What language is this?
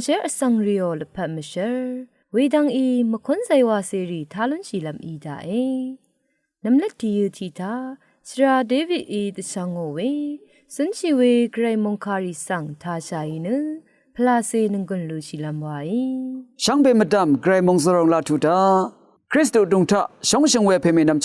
Rawang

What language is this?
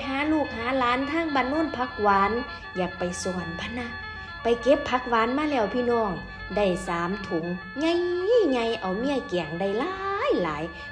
Northeastern Thai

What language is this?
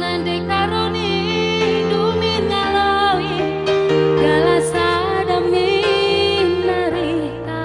Batak Karo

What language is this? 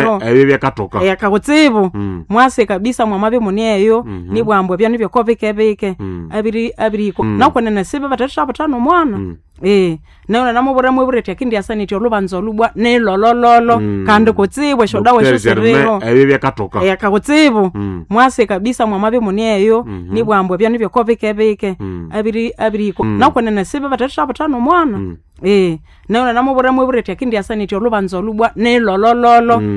Nande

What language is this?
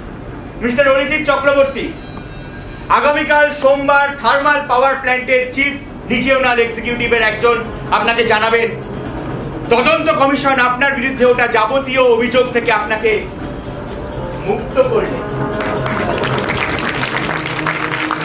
Bangla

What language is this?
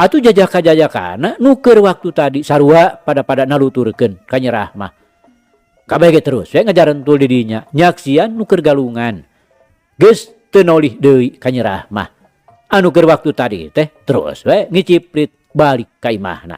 Sundanese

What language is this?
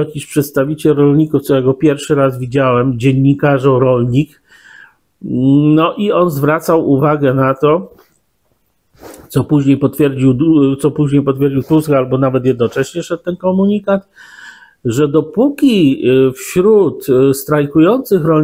Polish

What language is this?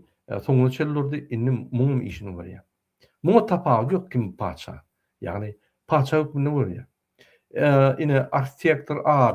Turkmen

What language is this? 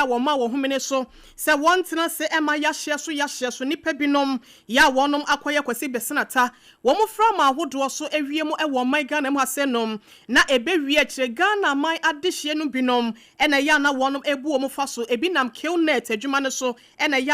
Akan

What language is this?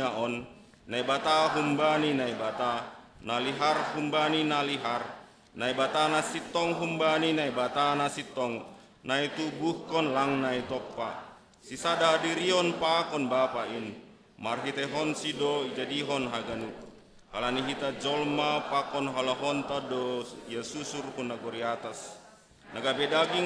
Batak Simalungun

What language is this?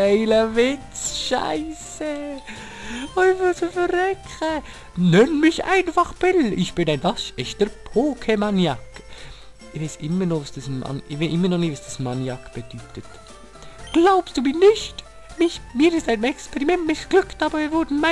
Swiss German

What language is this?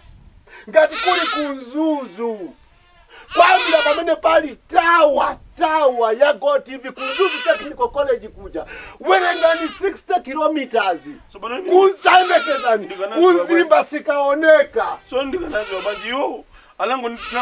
Nyanja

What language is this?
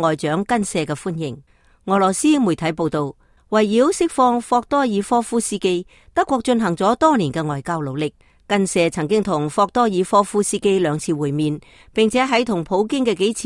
Cantonese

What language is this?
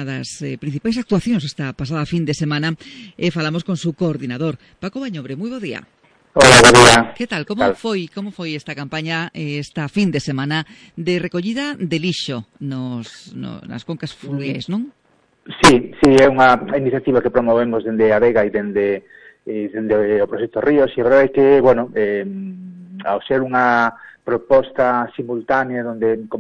Galician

